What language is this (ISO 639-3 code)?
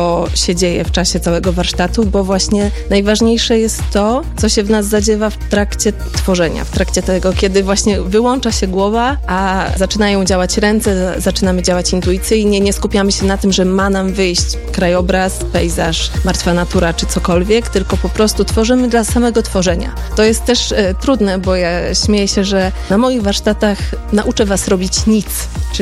pol